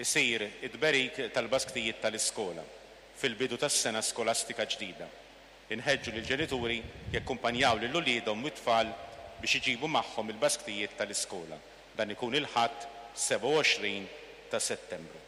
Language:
Maltese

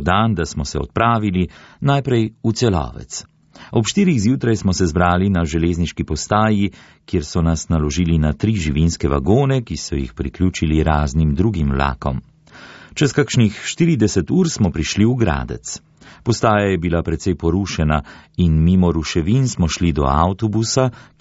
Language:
Slovenian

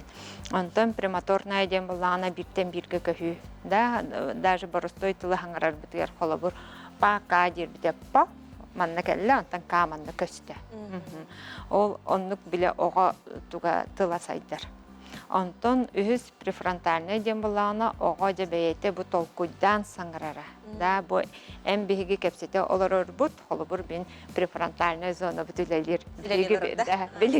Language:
Yakut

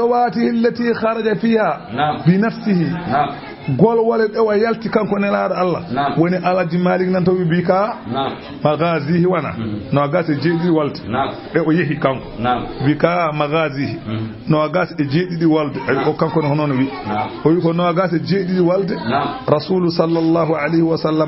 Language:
Fula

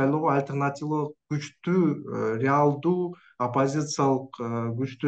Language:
Kyrgyz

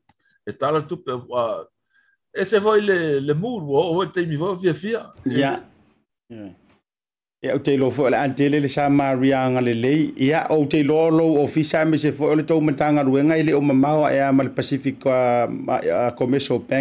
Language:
Samoan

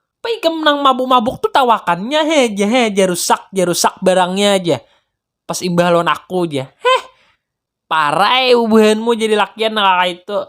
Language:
Banjar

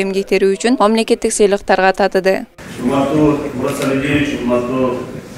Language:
Kyrgyz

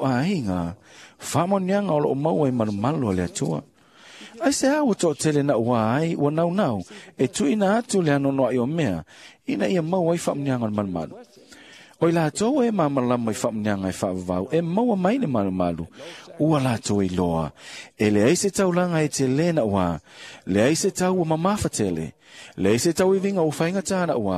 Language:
Samoan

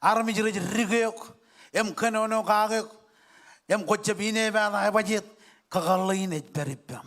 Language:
Marshallese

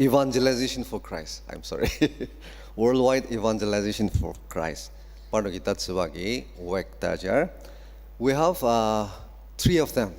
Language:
Ao Naga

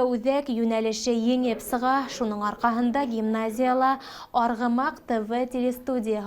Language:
Bashkir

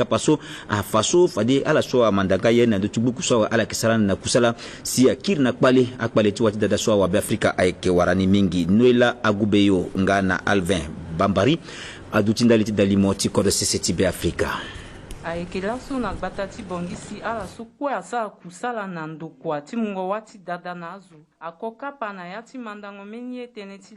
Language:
Sango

